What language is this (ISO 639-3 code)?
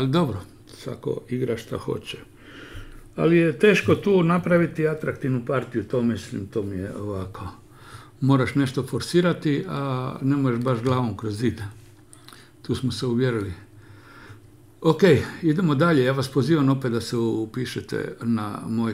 hrv